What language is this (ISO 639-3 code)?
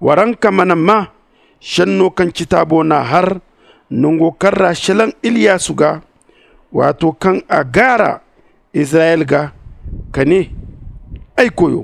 dje